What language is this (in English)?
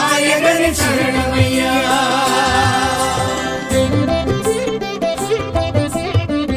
Tamil